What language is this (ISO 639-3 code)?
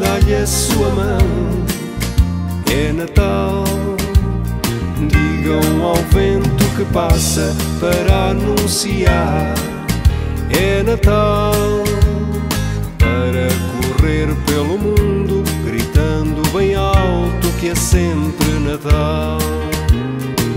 por